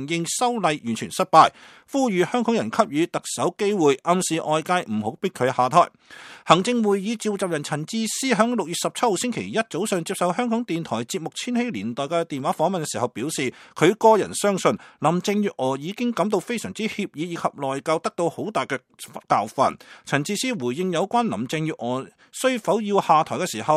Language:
Cantonese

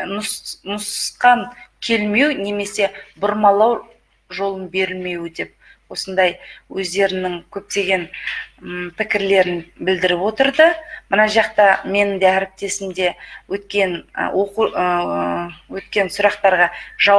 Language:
Kazakh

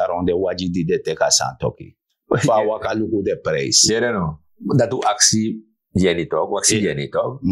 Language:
Sranan Tongo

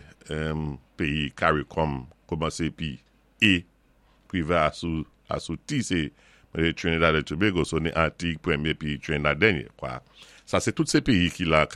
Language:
Saint Lucian Creole French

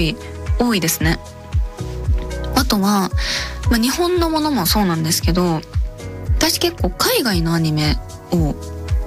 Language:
Japanese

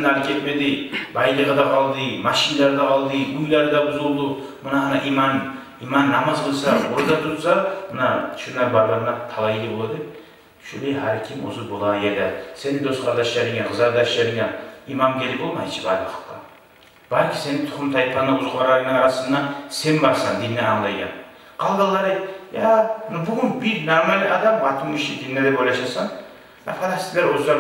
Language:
Kumyk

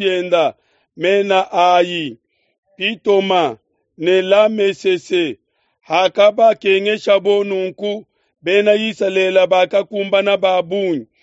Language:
Luba-Lulua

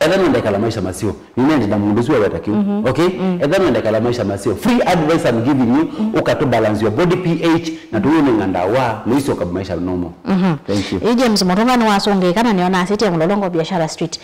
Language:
Kamba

